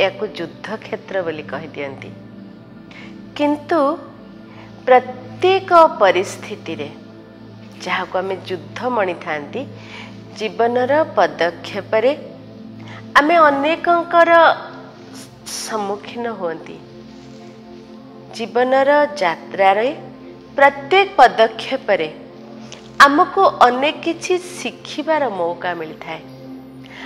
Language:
Odia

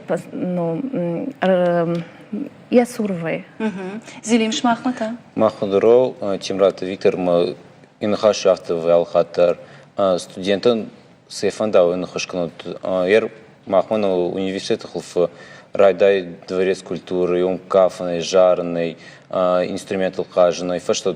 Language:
Ossetic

